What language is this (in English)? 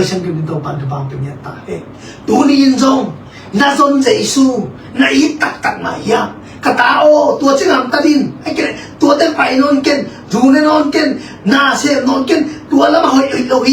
Tedim Chin